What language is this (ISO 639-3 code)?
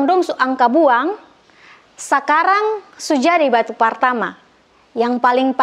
mkn